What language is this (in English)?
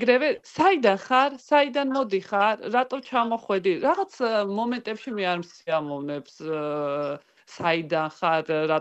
Georgian